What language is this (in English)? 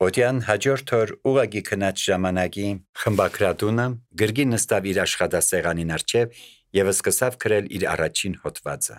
Armenian